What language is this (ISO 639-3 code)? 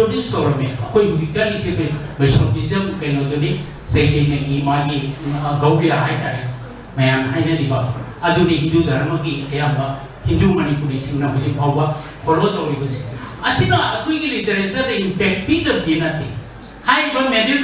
mni